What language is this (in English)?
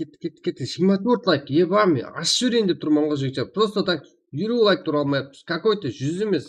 Kara-Kalpak